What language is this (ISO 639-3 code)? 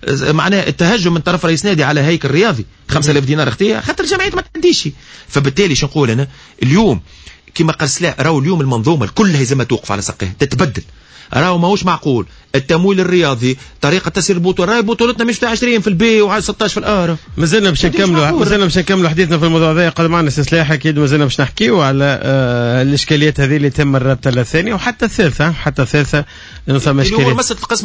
aeb